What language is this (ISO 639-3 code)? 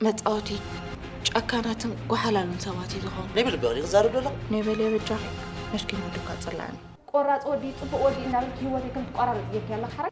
tir